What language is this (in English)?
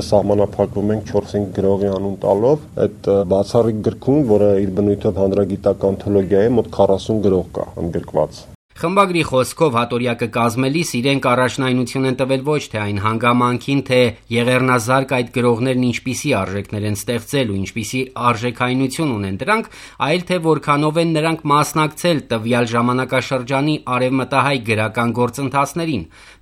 Armenian